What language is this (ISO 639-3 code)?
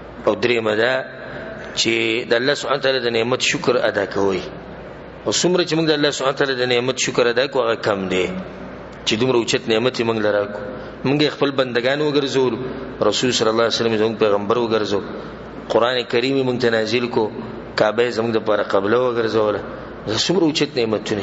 pus